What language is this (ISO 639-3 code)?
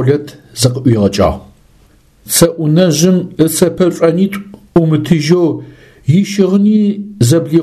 ady